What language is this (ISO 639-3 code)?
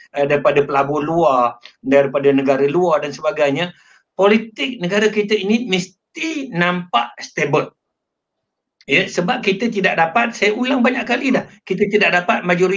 msa